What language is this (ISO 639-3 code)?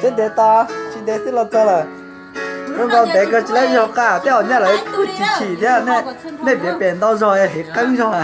hmn